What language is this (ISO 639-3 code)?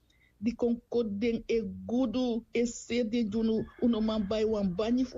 srn